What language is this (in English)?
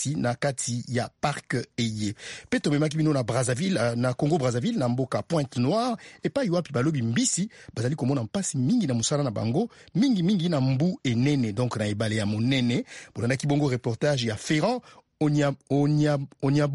Lingala